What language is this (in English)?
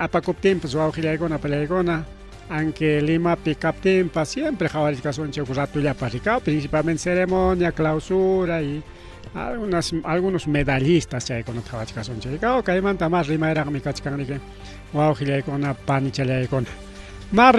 Ayacucho Quechua